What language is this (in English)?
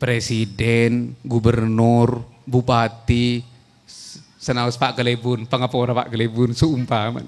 Madurese